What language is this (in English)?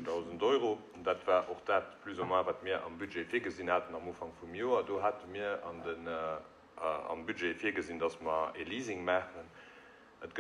Luxembourgish